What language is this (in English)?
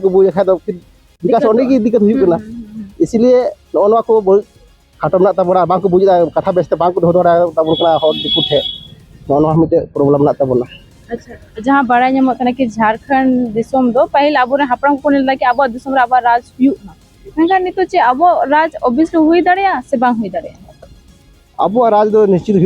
Santali